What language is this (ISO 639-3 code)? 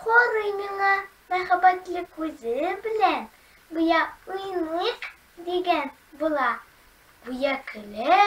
tat